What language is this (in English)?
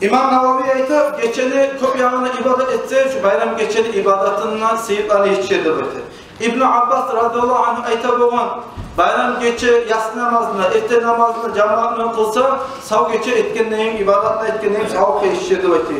Kumyk